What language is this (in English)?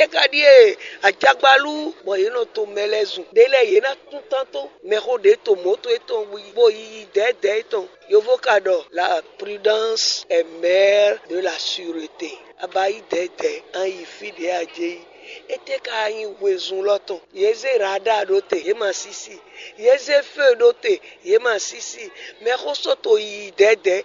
Fon